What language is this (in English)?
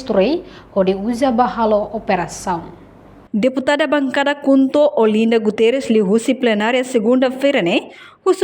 Tetum